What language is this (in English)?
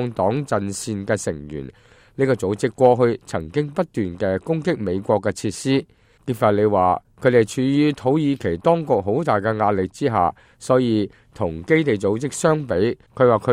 Cantonese